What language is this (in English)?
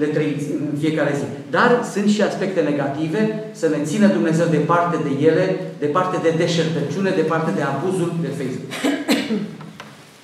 Romanian